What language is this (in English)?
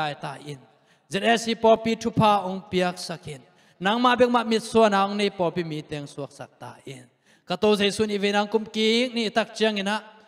Tedim Chin